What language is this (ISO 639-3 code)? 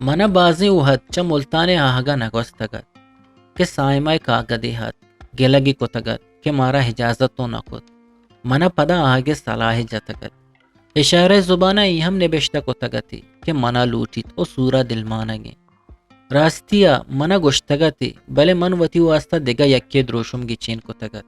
bgp